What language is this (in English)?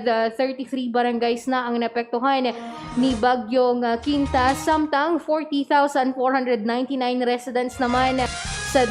Hiligaynon